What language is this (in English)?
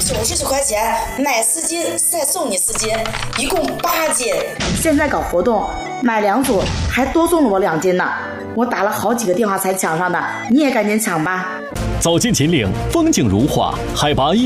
Chinese